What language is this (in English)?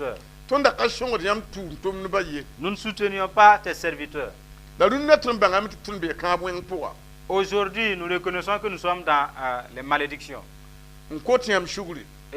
Mossi